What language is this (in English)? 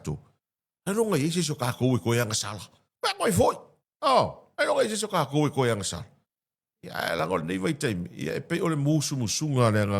Samoan